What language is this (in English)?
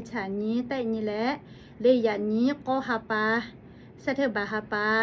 Lahu